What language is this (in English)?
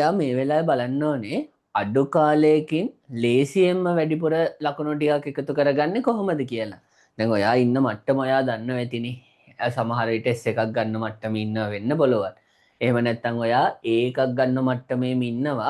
Sinhala